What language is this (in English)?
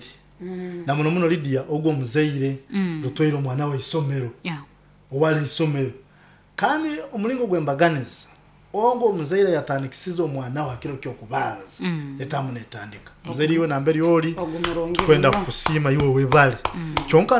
Nyoro